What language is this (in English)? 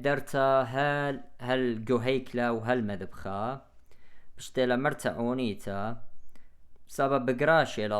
Assyrian Neo-Aramaic